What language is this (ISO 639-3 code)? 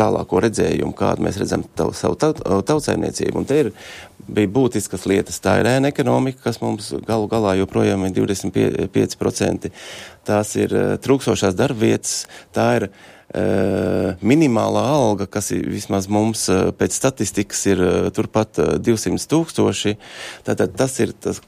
lav